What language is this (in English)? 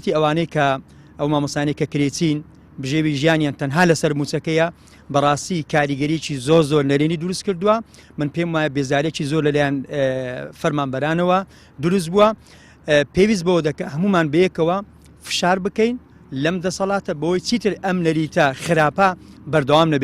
Central Kurdish